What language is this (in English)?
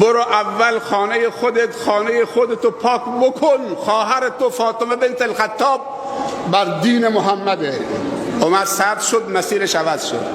Persian